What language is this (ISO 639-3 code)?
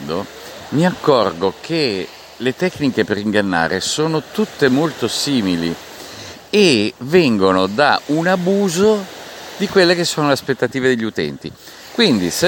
ita